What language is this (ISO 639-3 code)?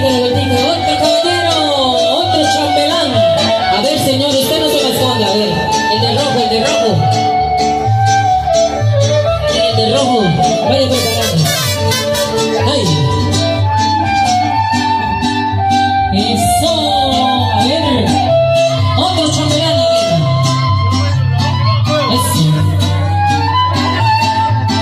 spa